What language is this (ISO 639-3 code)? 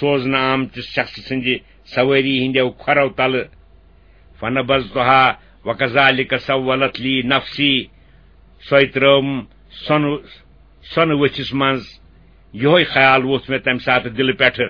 kas